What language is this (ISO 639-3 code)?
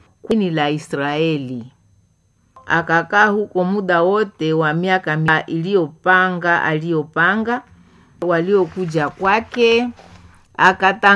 swa